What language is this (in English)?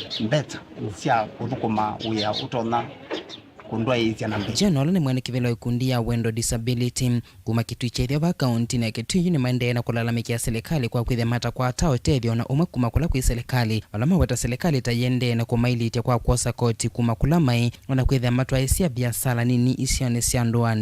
Kamba